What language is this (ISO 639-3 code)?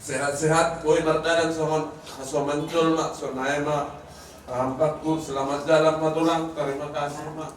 bts